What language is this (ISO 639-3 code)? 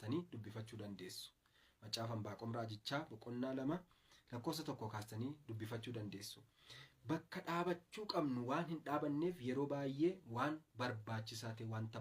orm